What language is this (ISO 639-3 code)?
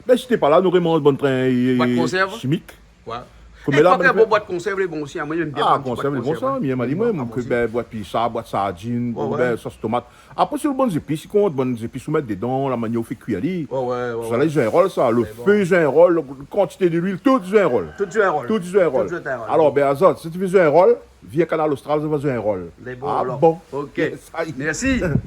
rcf